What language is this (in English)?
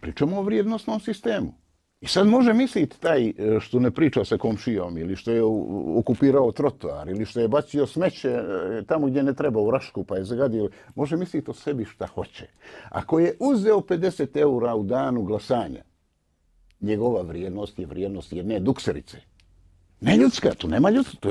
Bosnian